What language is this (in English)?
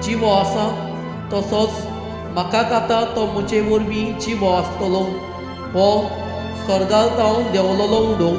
Konkani